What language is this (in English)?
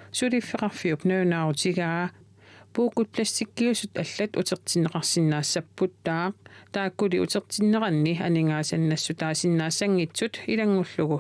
Kalaallisut